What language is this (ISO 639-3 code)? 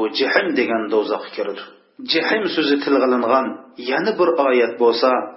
uig